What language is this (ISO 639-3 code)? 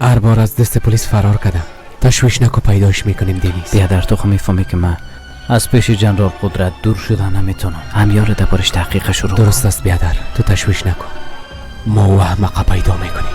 fas